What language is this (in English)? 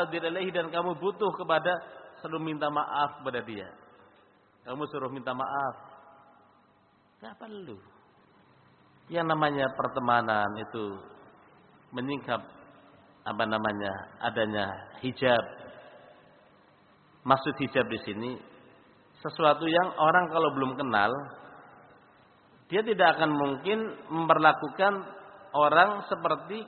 Indonesian